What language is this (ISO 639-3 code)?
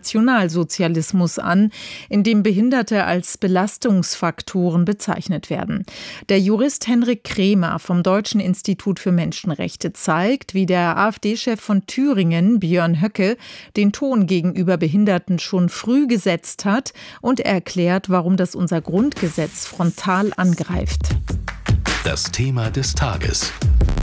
deu